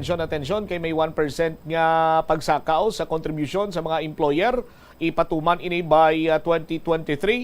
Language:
Hiligaynon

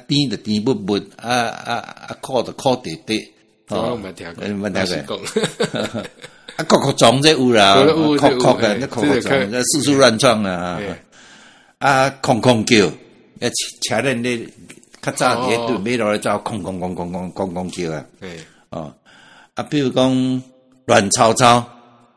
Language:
Min Nan Chinese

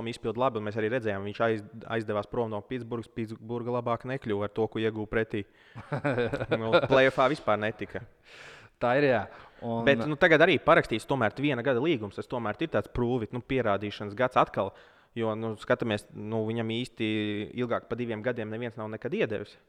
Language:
Latvian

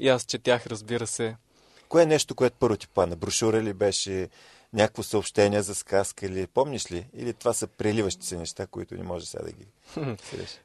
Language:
Bulgarian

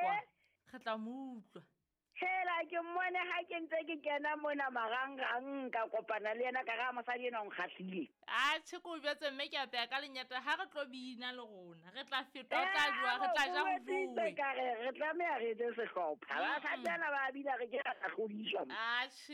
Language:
Southern Sotho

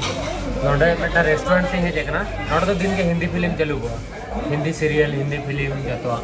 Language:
Santali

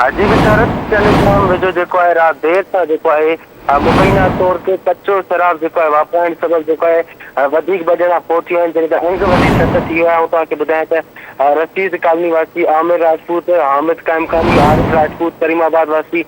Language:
Sindhi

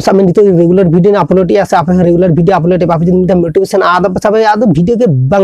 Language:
Santali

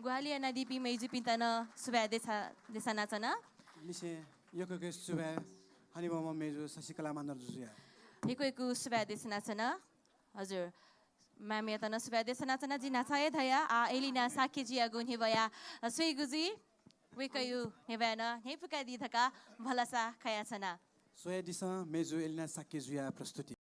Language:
Newari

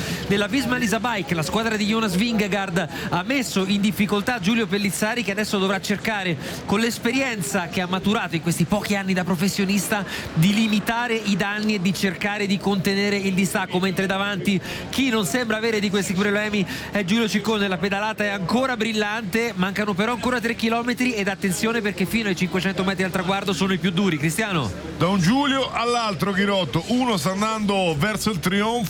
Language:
Italian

